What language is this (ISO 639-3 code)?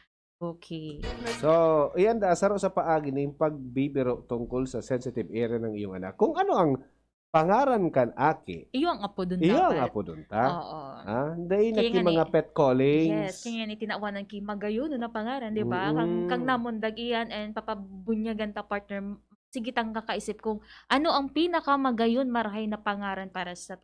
bik